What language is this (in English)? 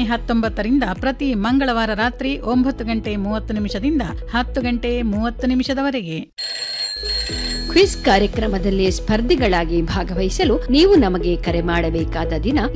Kannada